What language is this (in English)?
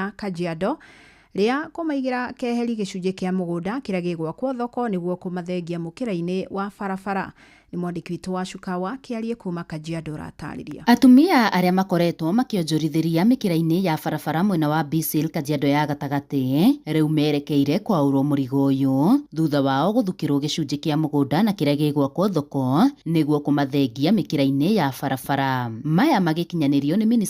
Kikuyu